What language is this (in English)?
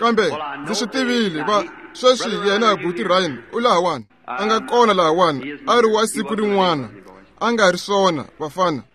Tsonga